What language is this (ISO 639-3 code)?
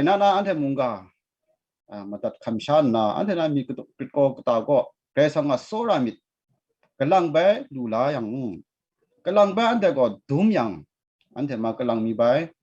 kac